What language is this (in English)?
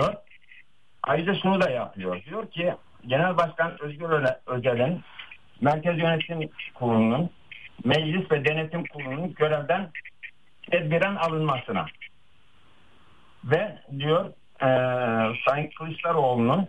Turkish